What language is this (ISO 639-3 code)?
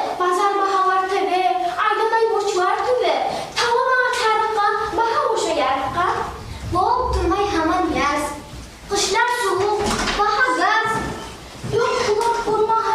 kum